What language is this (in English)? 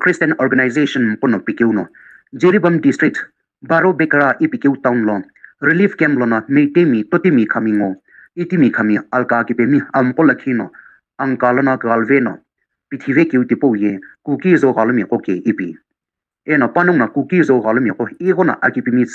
Sumi Naga